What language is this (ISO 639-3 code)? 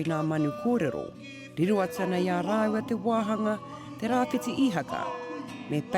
mri